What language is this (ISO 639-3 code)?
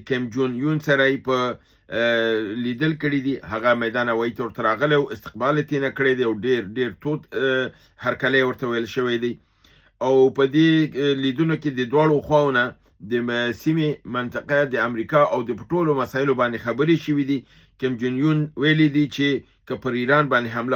pus